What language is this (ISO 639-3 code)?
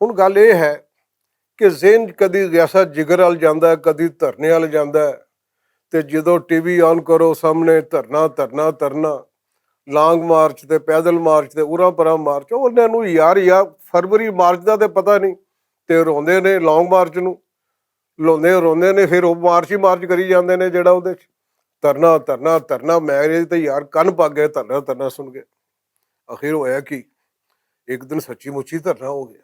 lah